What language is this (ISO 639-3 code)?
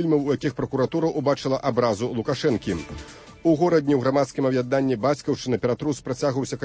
bel